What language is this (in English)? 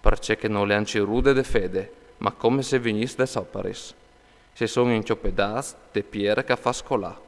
Friulian